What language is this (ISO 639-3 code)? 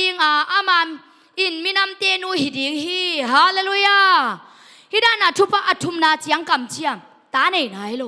ctd